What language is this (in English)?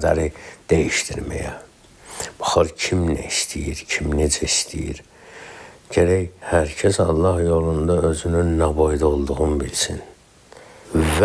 Azerbaijani